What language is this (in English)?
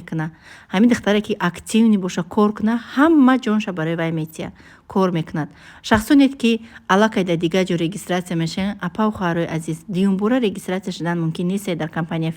Tajik